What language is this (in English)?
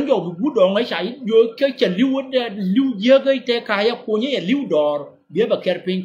Nuer